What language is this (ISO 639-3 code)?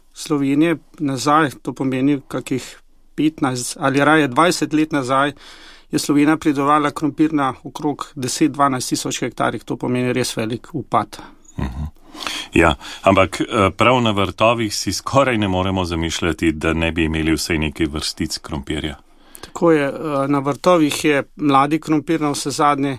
slv